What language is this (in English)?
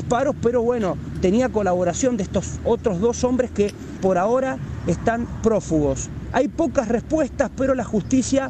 Spanish